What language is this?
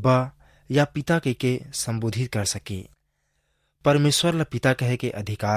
Chhattisgarhi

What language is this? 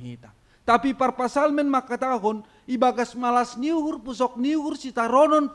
Batak Simalungun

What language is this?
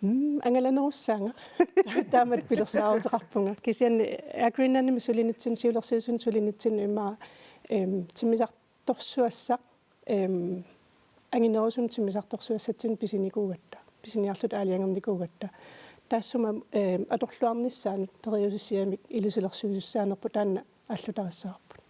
Kalaallisut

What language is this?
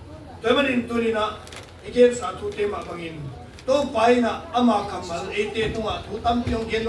Tedim Chin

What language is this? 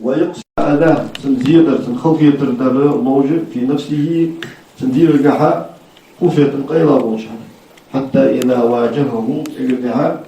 Ingush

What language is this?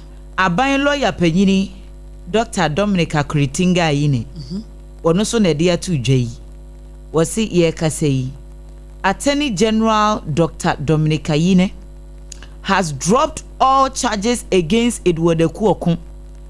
Akan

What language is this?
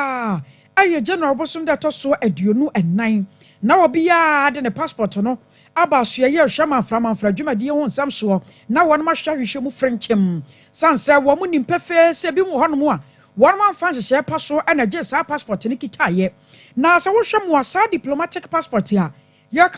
Akan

